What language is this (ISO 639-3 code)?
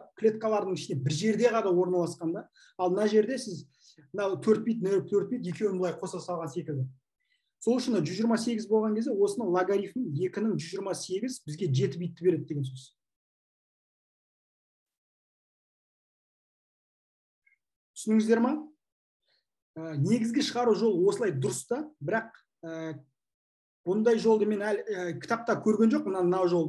kaz